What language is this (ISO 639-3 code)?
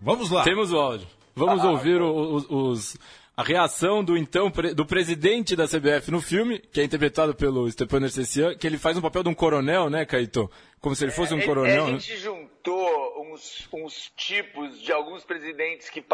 por